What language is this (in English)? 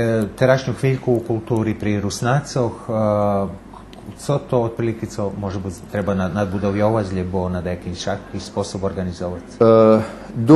Rusyn